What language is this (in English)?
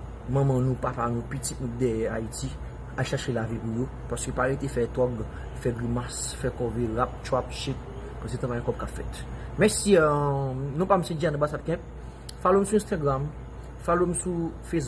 Haitian Creole